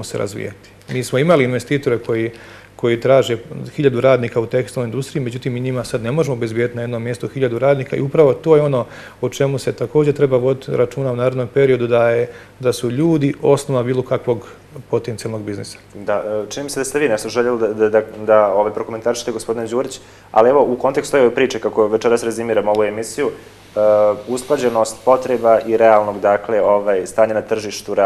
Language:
Bosnian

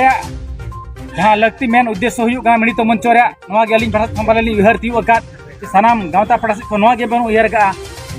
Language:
Santali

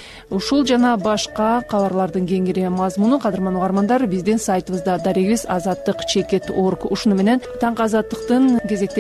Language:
Kyrgyz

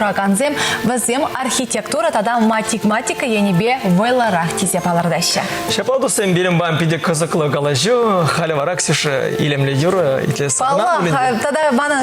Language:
Chuvash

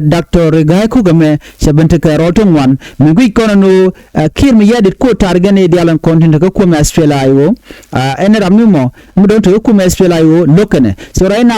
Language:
Nuer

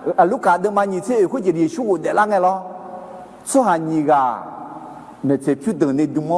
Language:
Akha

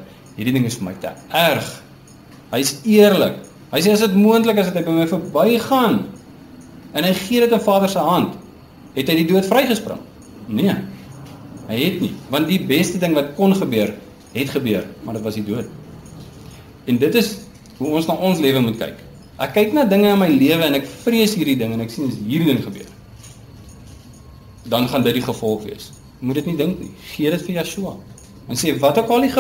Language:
Afrikaans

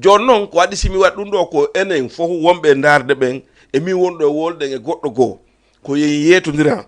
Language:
Fula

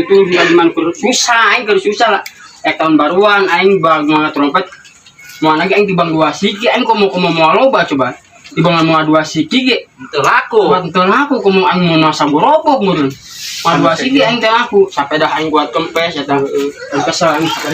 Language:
Sundanese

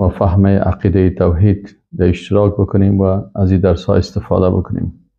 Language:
Persian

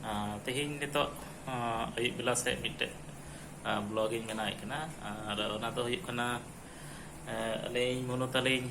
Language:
Santali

